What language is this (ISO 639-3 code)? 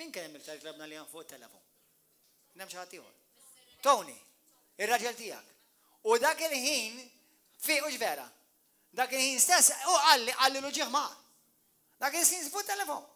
mlt